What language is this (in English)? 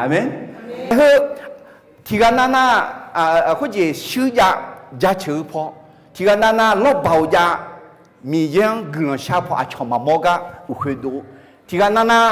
Akha